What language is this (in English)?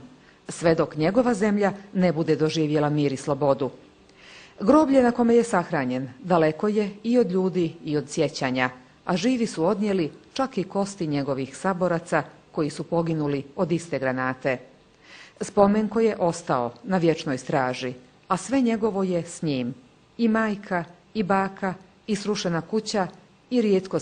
Bosnian